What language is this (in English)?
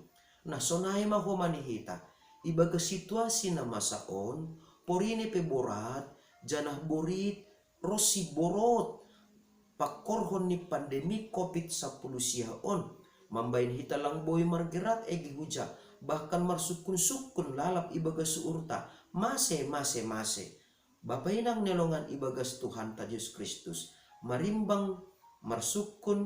Batak Simalungun